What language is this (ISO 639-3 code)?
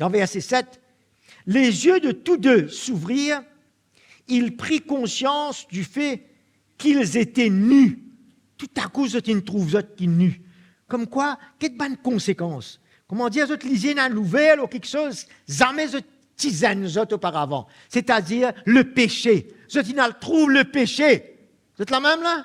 mfe